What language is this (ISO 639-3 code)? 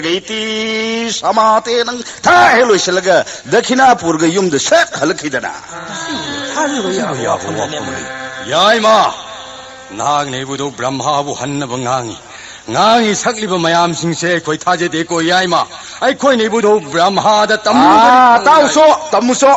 mni